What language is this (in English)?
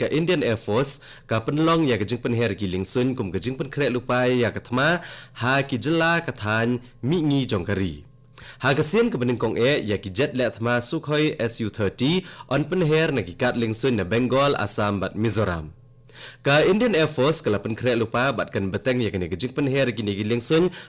Khasi